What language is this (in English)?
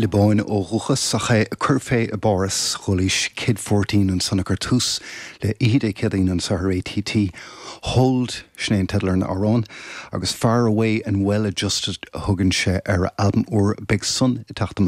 Irish